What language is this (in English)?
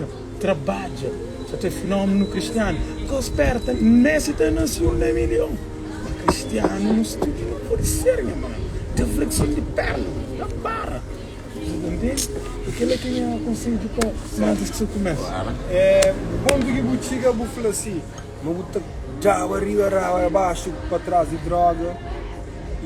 Kabuverdianu